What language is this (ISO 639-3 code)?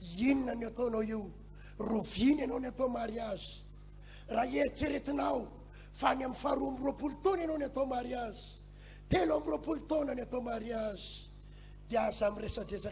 mlg